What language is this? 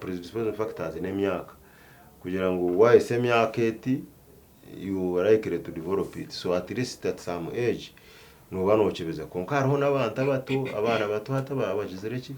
Nyankole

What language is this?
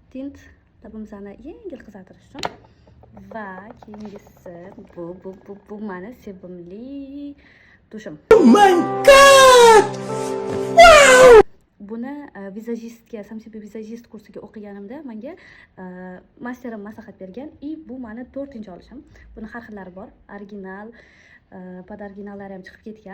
Uzbek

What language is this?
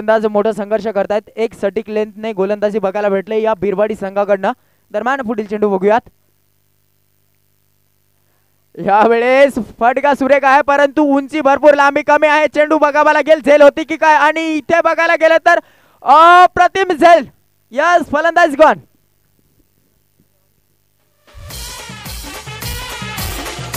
Marathi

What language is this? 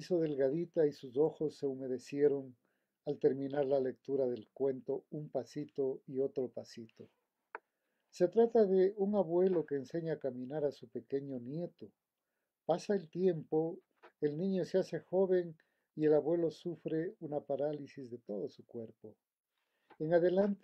Spanish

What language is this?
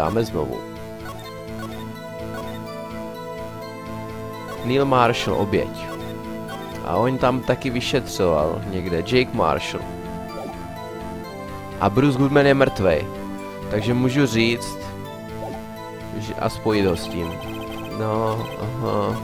Czech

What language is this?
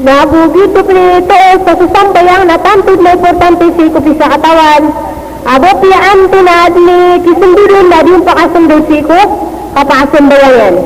Maranao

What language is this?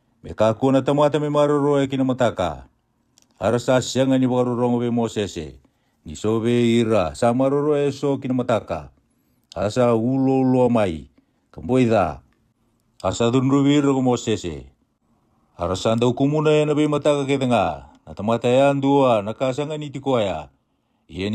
Fijian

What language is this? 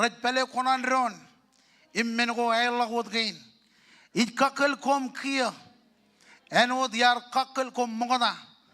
Marshallese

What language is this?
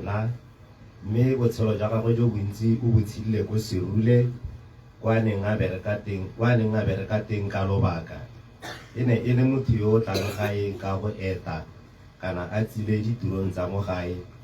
Tswana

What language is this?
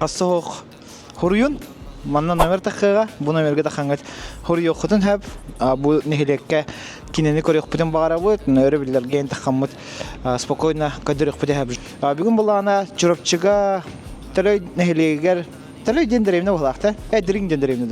Yakut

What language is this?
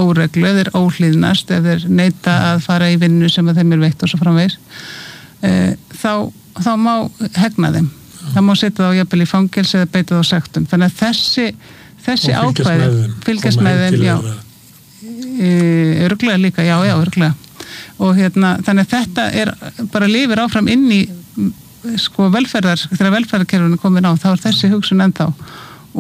Icelandic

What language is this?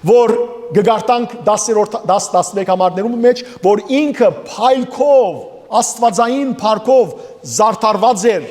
Western Armenian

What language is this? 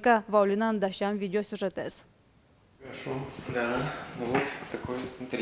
Udmurt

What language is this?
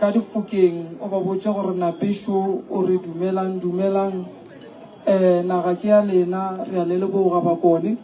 Northern Sotho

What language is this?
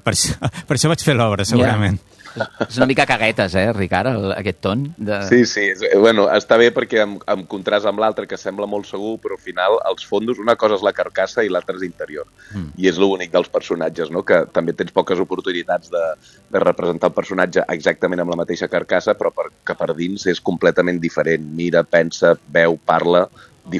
Catalan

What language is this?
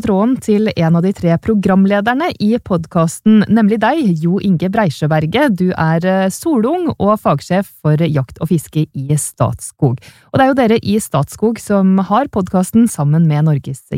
Norwegian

